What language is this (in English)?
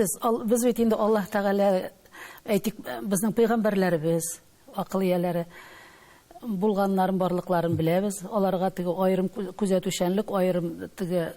Tatar